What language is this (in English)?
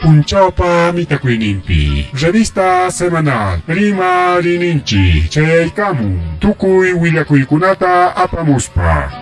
Ayacucho Quechua